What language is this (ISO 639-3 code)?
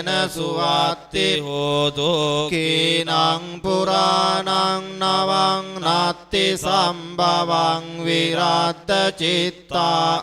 pli